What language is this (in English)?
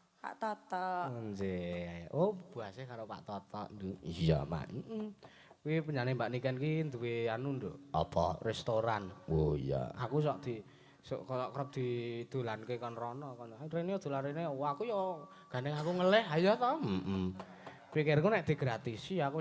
Javanese